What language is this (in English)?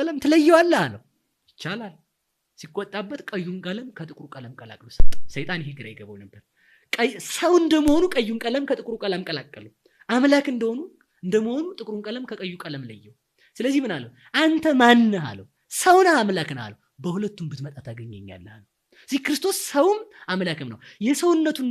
Amharic